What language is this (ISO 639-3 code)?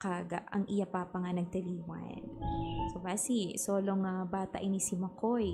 hil